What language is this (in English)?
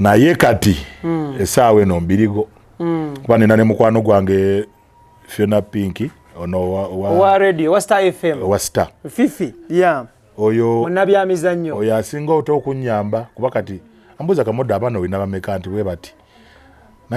Ganda